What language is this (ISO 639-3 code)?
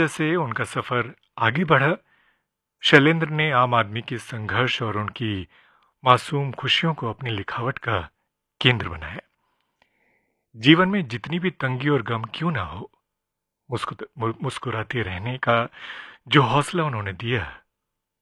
hin